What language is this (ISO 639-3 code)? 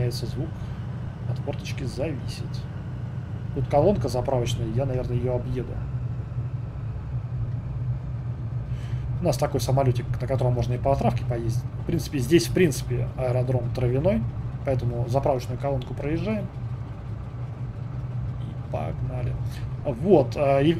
rus